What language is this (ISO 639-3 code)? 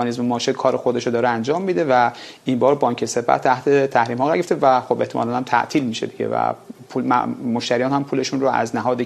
fas